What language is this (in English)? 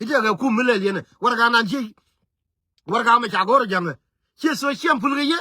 Nuer